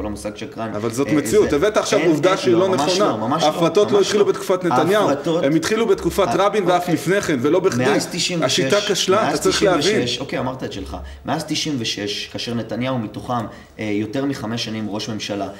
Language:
Hebrew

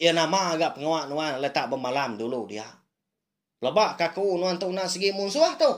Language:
Iban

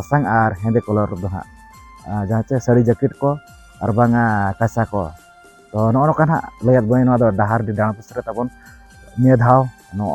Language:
Santali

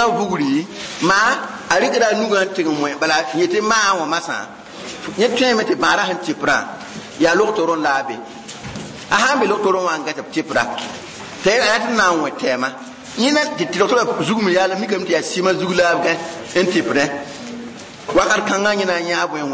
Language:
Mossi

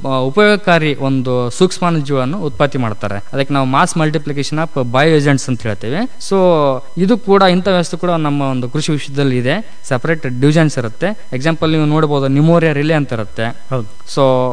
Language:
Kannada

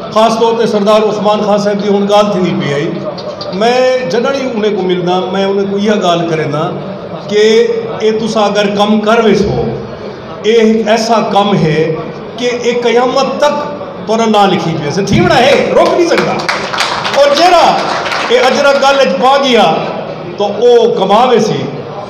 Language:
Saraiki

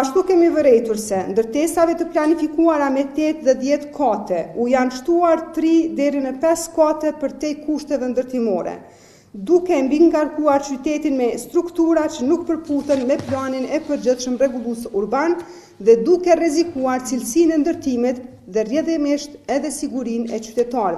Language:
Albanian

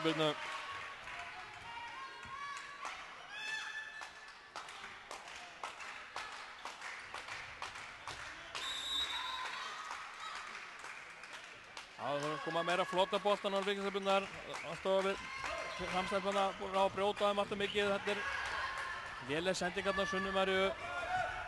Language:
Icelandic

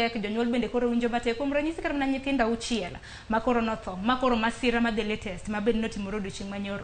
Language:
Luo (Kenya and Tanzania)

